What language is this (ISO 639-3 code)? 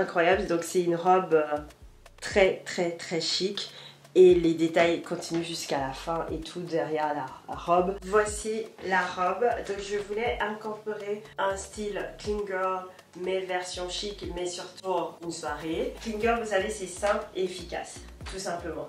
fra